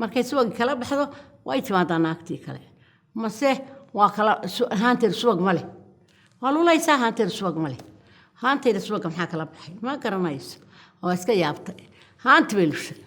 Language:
Somali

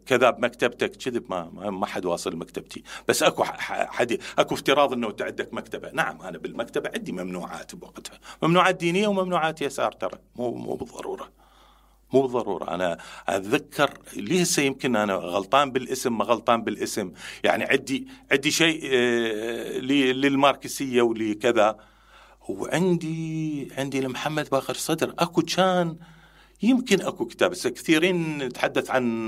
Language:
Mesopotamian Arabic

